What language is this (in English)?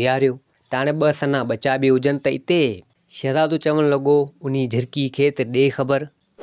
Sindhi